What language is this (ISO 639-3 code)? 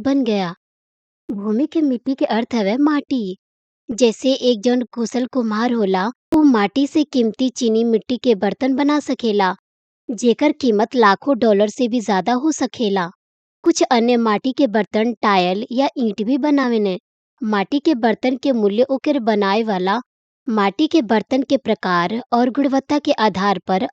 bho